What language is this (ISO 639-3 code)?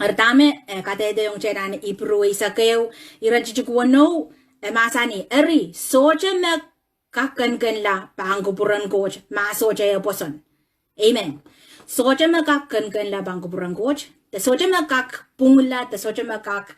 pon